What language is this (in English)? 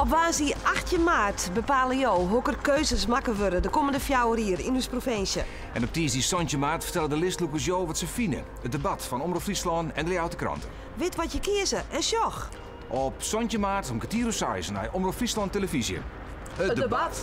Western Frisian